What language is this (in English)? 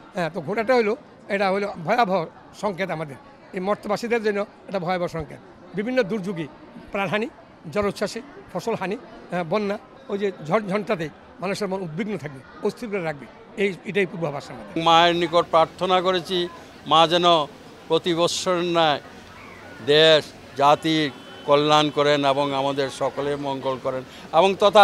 Bangla